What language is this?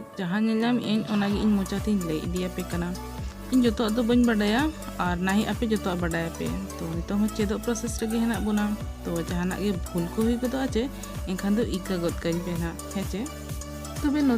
Santali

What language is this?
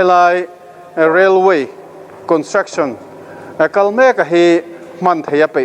Mizo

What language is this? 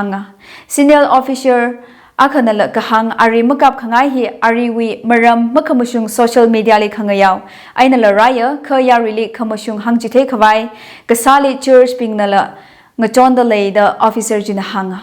Tangkhul Naga (India)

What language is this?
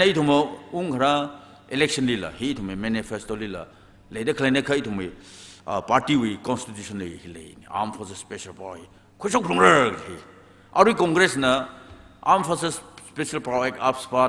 Tangkhul Naga (India)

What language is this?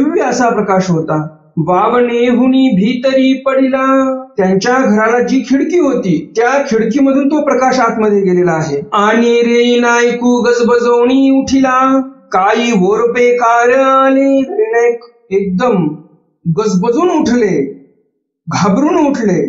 Marathi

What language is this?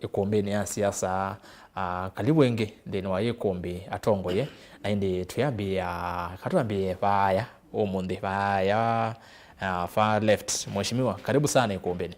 Kamba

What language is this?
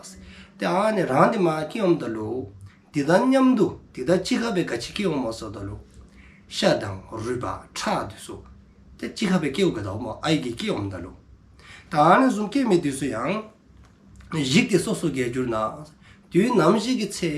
Dzongkha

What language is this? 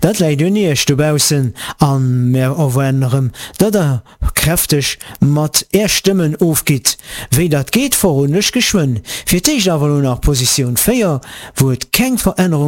Luxembourgish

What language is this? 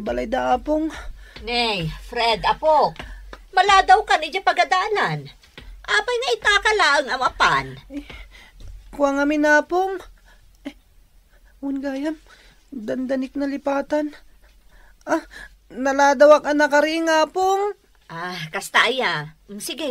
Iloko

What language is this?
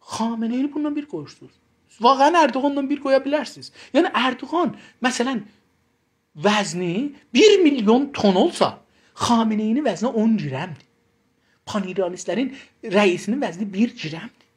South Azerbaijani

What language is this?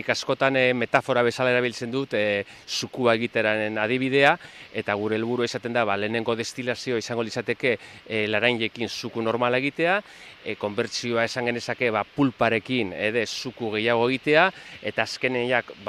Basque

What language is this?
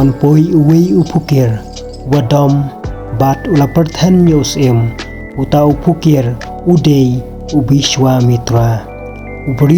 Khasi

